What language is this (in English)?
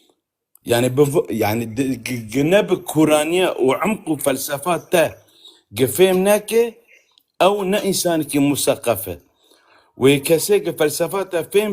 North Levantine Arabic